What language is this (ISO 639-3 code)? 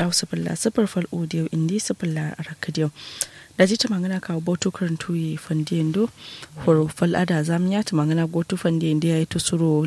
kau